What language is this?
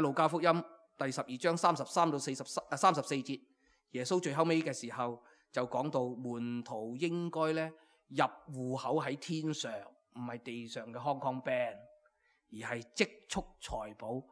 Cantonese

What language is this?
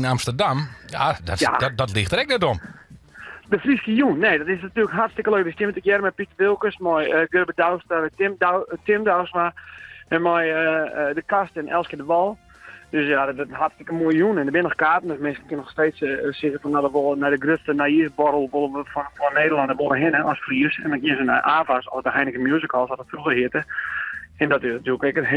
Western Frisian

